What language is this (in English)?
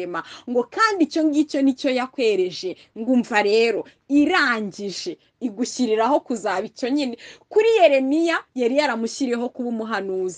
Kinyarwanda